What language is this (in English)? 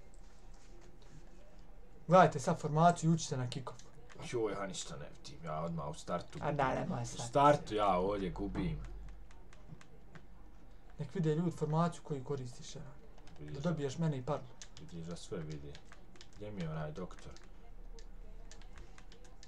Bosnian